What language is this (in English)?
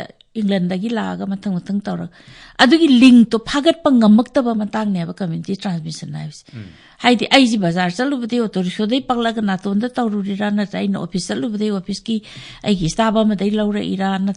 Manipuri